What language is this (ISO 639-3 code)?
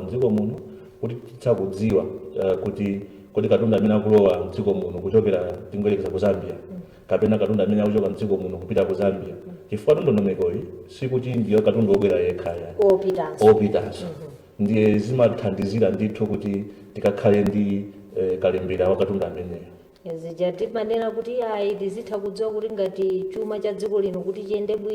nya